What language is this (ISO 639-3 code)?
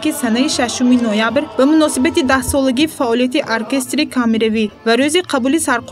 tgk